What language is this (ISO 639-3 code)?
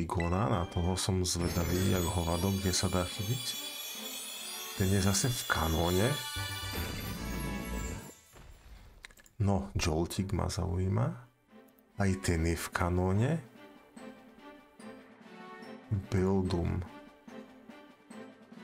slk